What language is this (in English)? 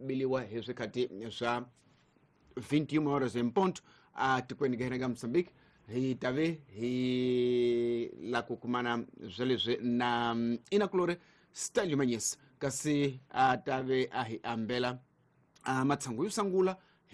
Tsonga